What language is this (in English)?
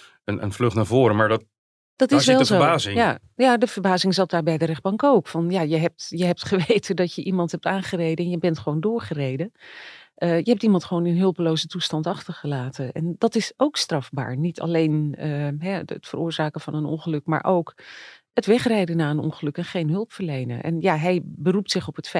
Dutch